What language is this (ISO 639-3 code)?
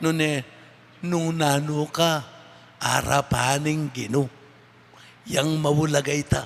pam